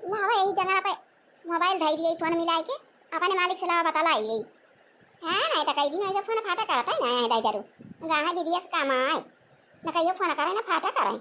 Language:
Awadhi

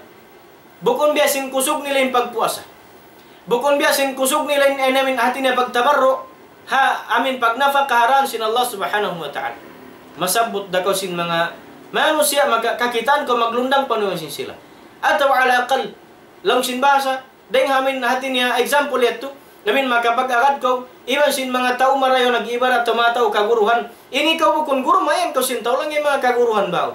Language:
Tausug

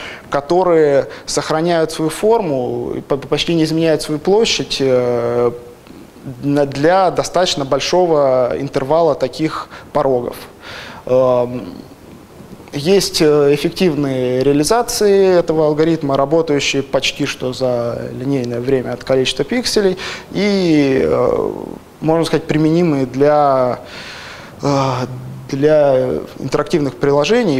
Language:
Russian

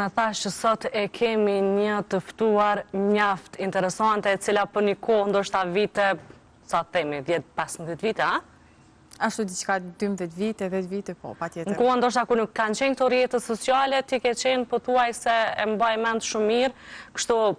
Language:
Albanian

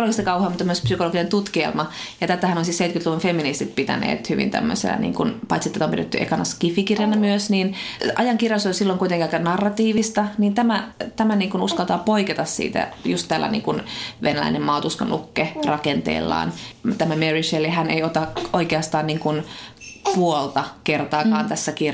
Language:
Finnish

